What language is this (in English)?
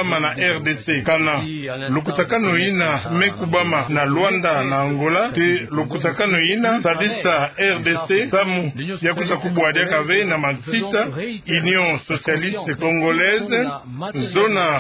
Kituba (Democratic Republic of Congo)